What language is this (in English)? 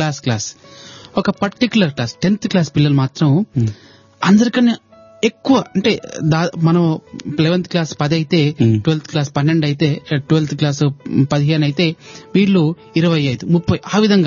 Telugu